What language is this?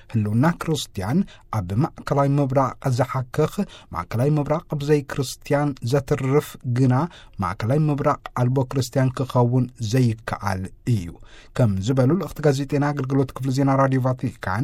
Tigrinya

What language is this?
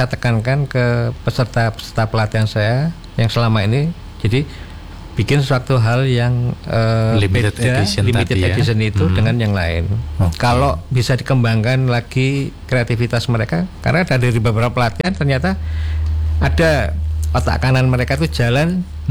Indonesian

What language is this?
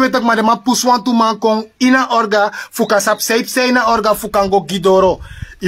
Sranan Tongo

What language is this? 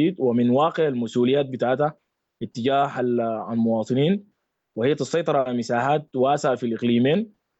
Sudanese Arabic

